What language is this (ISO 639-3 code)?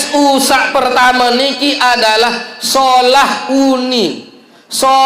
sas